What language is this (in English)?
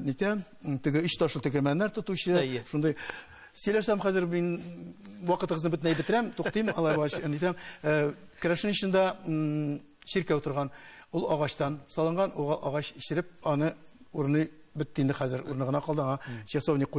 Tatar